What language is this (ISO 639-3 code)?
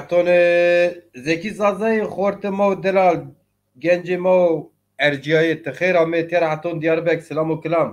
zza